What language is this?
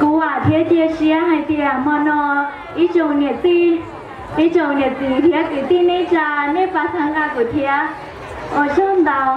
Hmong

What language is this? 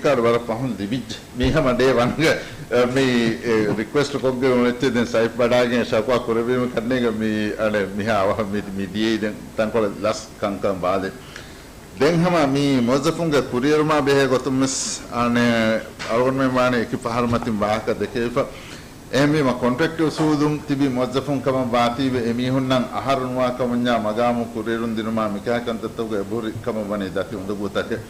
Divehi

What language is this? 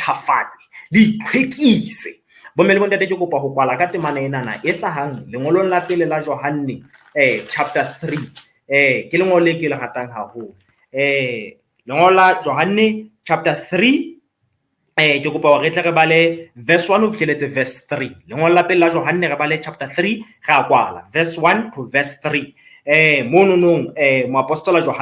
Southern Sotho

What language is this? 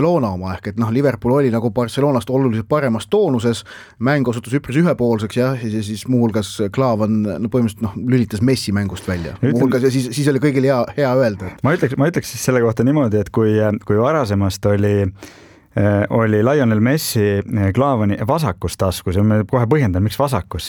Estonian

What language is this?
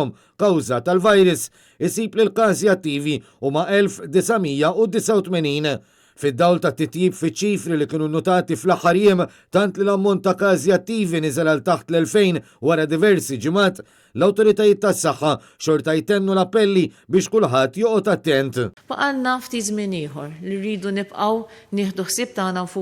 Maltese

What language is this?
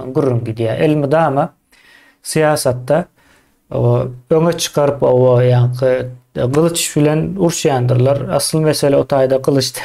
Turkmen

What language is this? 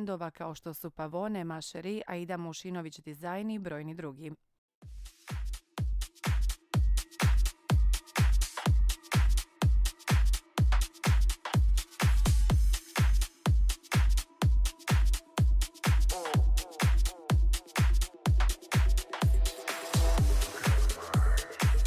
Croatian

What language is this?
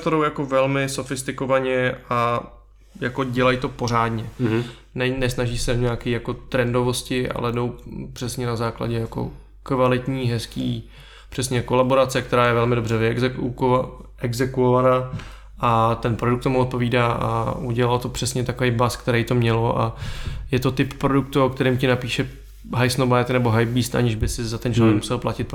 Czech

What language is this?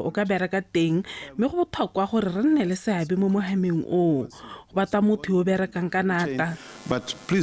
Tswana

